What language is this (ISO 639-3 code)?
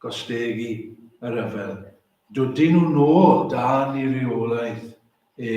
cym